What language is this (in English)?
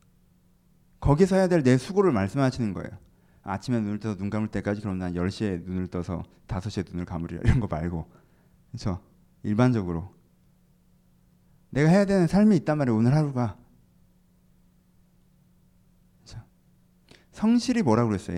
Korean